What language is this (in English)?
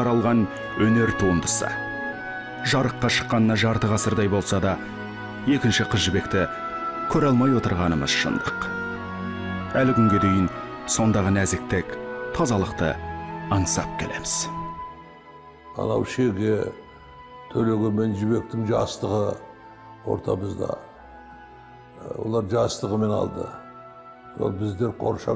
Kazakh